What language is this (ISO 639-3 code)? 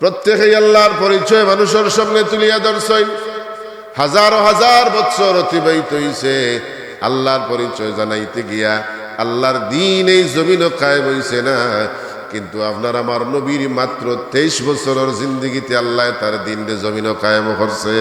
syl